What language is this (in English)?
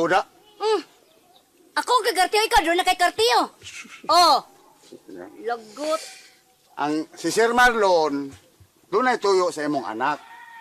Cebuano